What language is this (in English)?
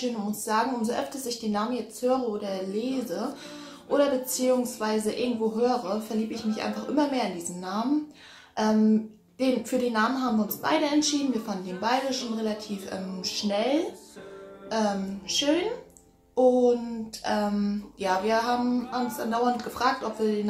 German